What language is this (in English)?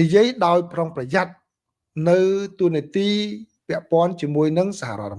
Khmer